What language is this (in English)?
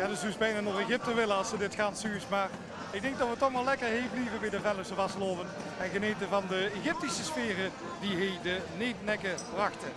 Limburgish